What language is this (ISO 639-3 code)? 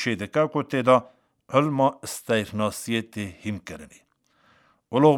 kur